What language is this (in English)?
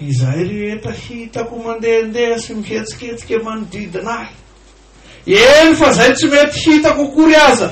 Malagasy